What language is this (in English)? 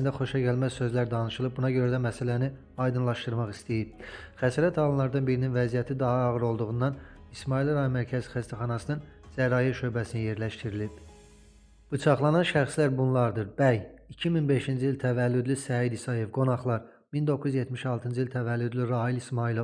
Azerbaijani